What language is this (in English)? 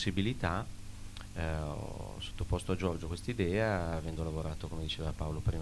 Italian